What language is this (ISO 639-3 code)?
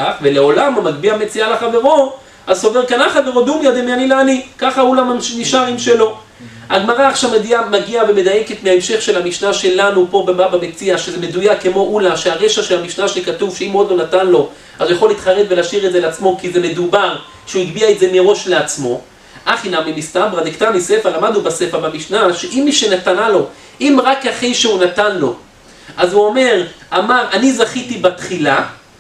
heb